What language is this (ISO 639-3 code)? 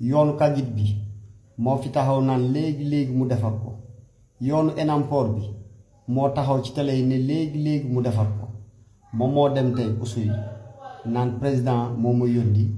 wol